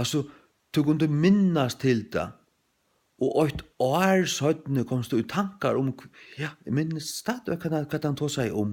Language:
Faroese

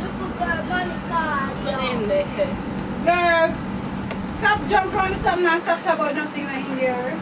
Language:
Jamaican Creole English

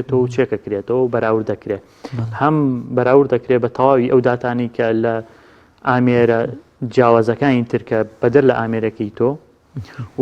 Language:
Central Kurdish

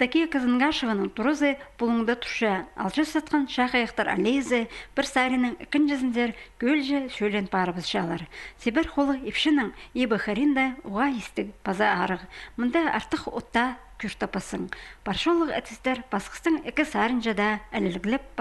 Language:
Khakas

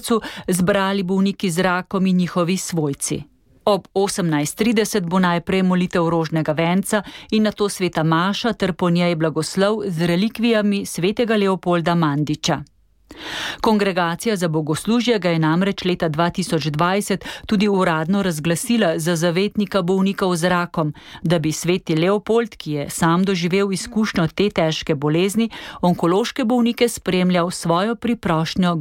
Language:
Slovenian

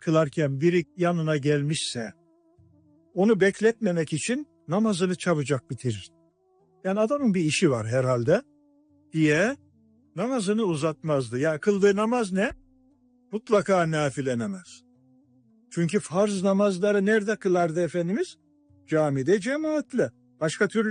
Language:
Turkish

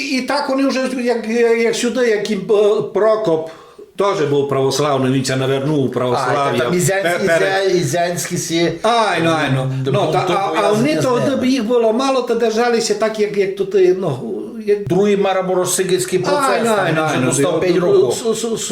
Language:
Rusyn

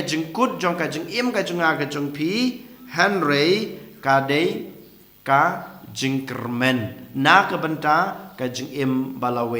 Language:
Khasi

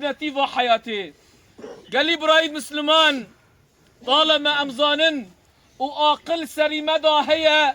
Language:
Kurdish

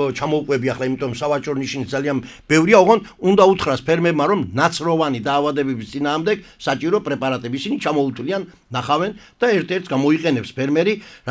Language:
Georgian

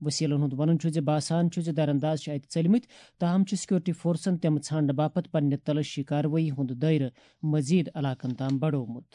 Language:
Kashmiri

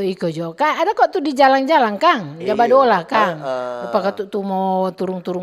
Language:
Manado Malay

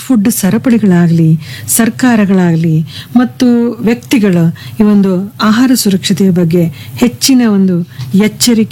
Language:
Kannada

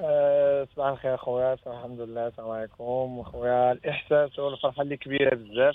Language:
Moroccan Arabic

